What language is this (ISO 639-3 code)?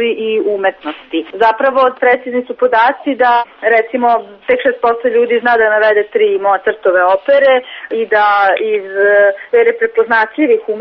srp